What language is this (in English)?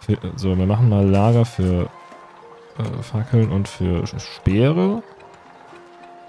German